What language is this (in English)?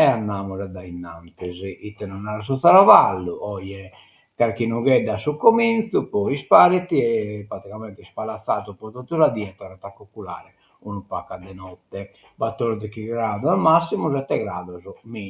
Sardinian